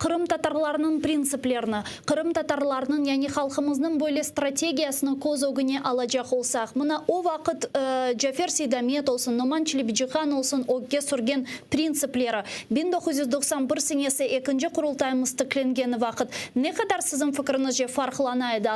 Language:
Crimean Tatar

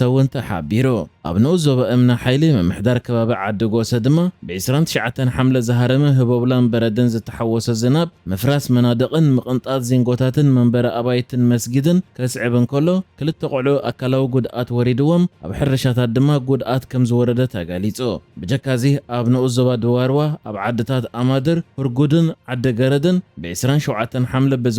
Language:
Tigrinya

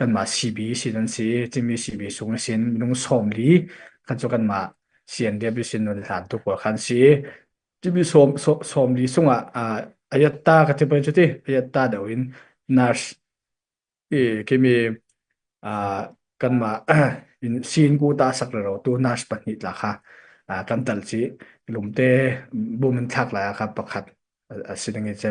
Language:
Falam Chin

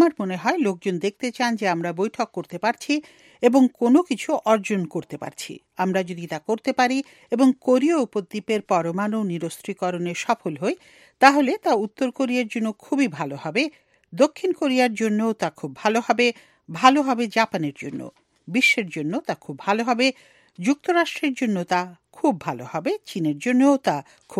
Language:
Bangla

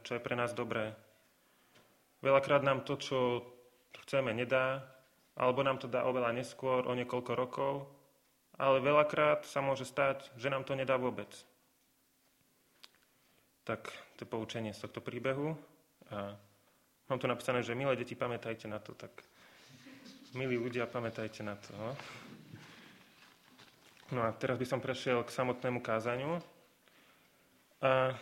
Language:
Slovak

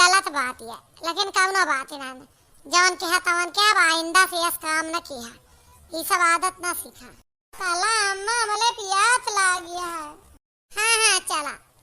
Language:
Awadhi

